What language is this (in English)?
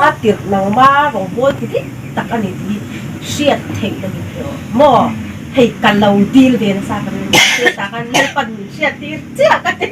Hmar